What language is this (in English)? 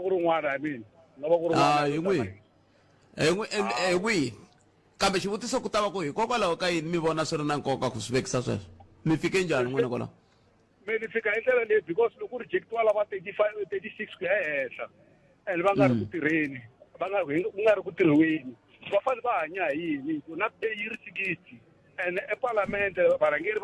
Tsonga